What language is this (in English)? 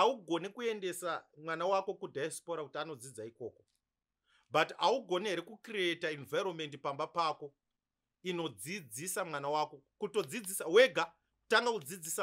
Shona